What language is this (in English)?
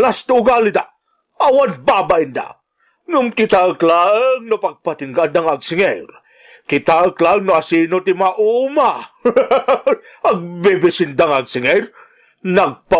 Iloko